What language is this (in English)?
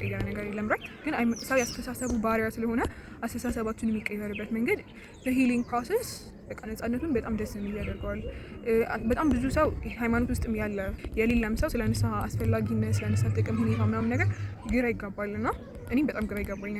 Amharic